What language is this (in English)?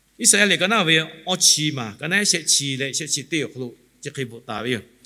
Lahu